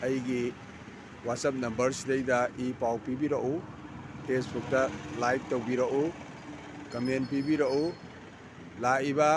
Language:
Manipuri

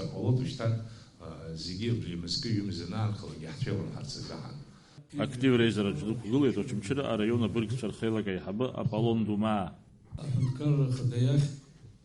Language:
Abkhazian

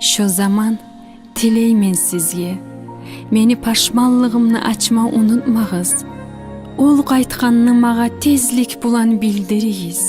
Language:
Kumyk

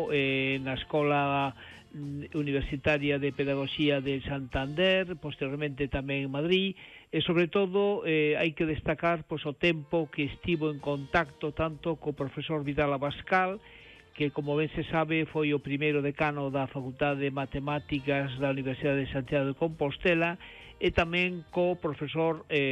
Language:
Galician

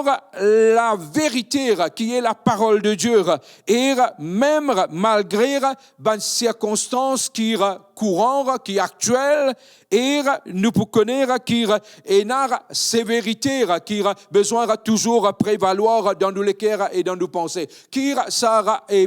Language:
Morisyen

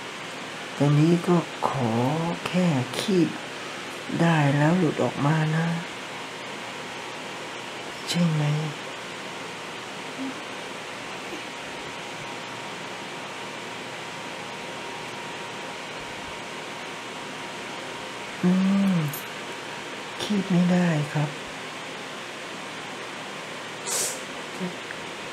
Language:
Thai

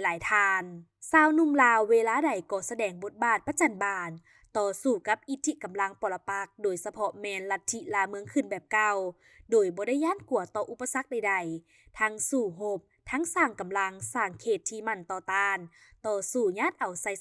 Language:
Lao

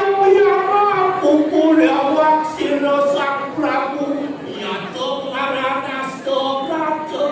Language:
Balinese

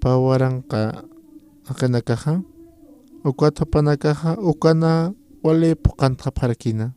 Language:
Aymara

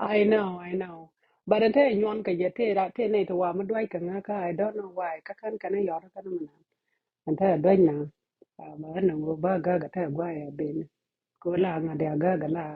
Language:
Nuer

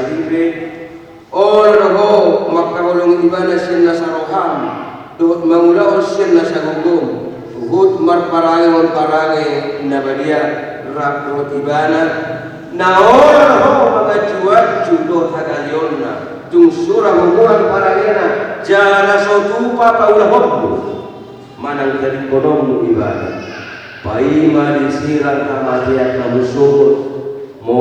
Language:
Batak Toba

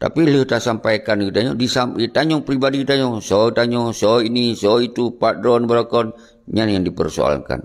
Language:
Achinese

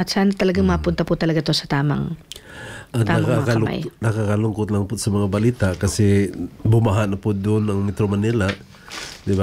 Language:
Filipino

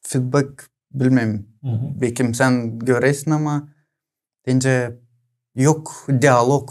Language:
Gagauz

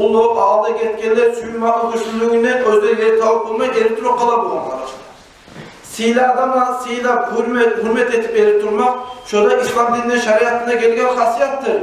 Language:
Kumyk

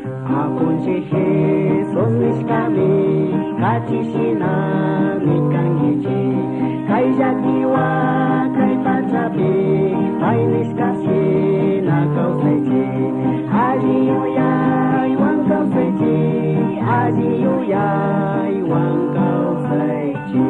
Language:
Chimborazo Highland Quichua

